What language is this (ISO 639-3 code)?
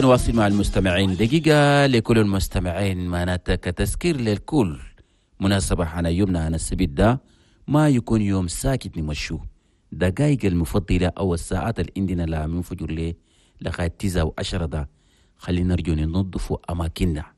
shu